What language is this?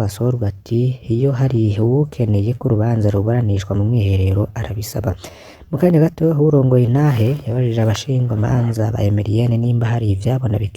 Rundi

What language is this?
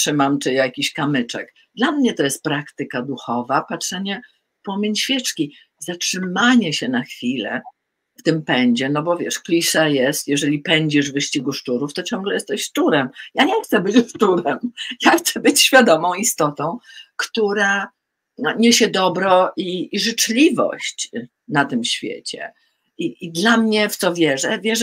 Polish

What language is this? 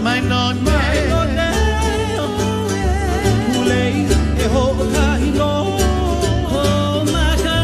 Hawaiian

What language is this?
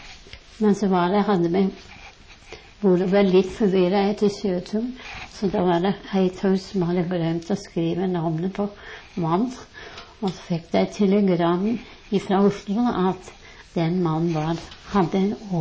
Norwegian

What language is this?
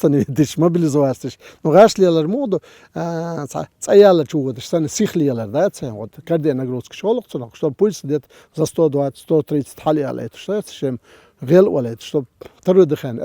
Chechen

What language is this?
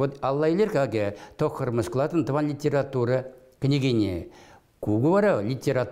Chuvash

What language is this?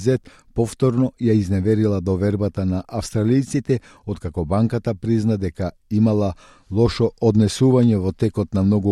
Macedonian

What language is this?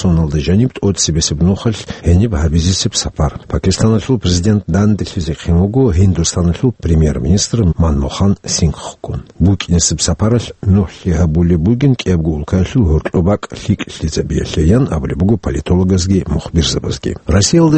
Avaric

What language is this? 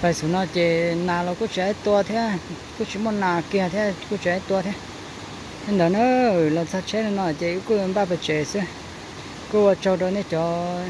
Hmong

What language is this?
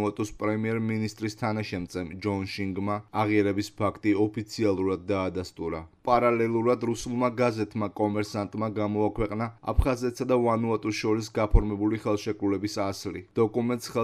Georgian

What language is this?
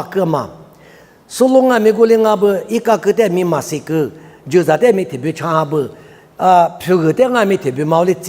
Lisu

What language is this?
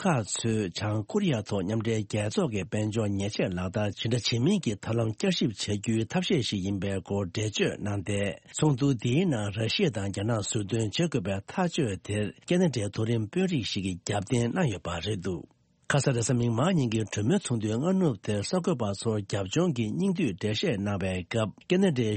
Tibetan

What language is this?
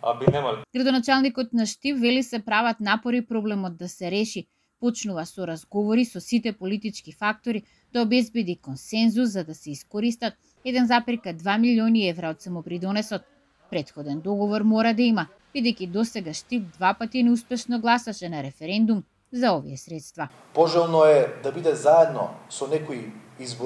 Macedonian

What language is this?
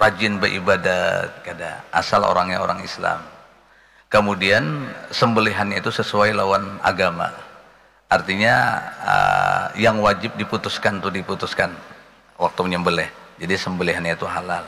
Banjar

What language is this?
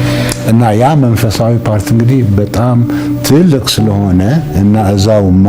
Amharic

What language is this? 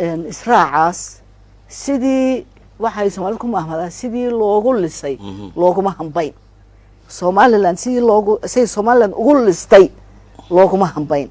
Somali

